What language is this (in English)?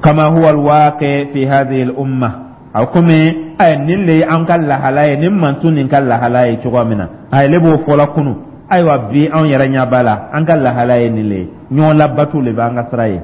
Dyula